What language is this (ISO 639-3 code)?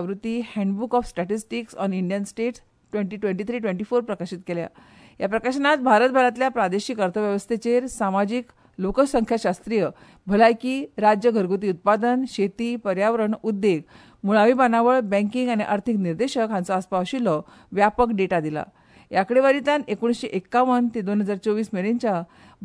kok